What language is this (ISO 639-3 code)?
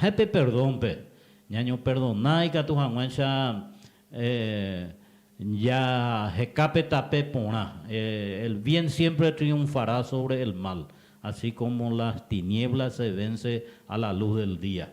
grn